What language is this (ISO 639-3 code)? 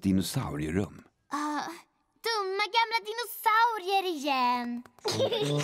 swe